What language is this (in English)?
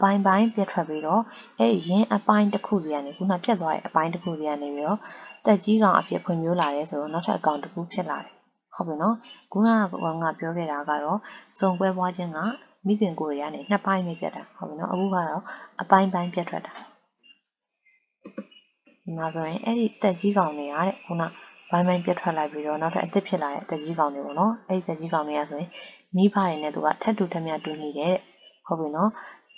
Burmese